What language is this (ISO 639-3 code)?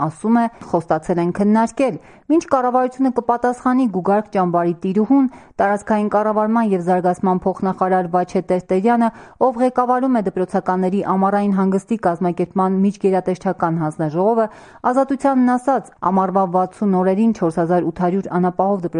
hye